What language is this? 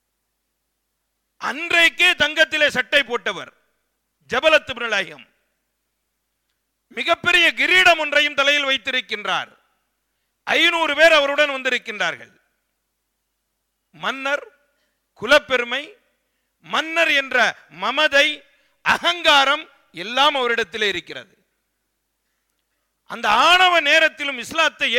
Tamil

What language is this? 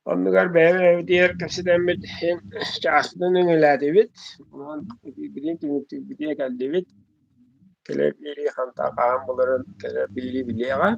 Yakut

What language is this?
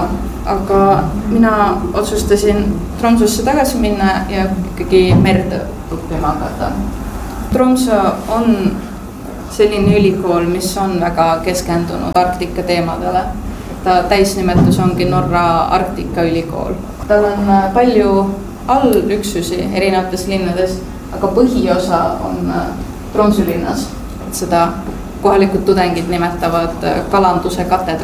Estonian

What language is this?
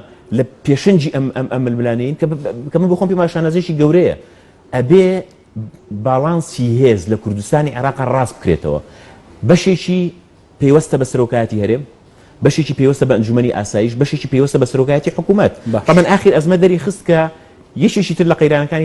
Central Kurdish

